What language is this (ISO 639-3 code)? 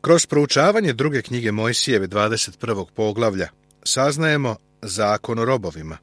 srp